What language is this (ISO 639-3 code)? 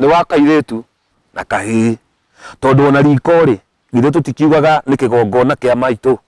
kik